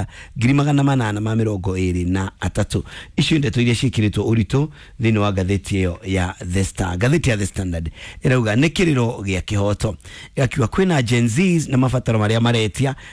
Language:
Kikuyu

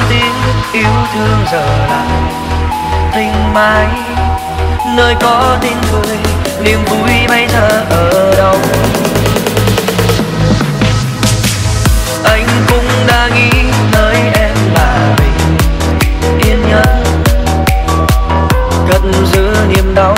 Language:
Vietnamese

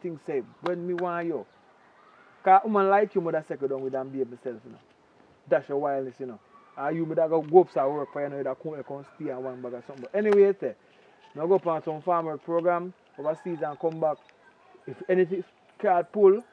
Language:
Jamaican Creole English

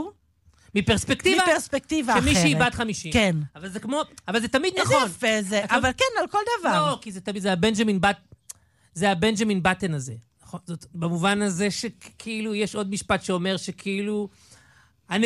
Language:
Hebrew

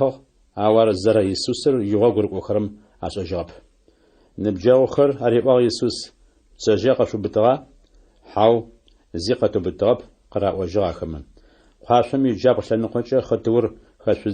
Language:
Adyghe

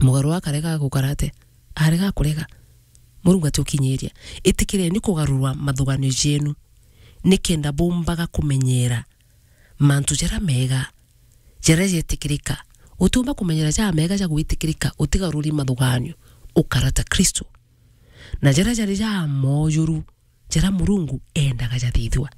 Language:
Meru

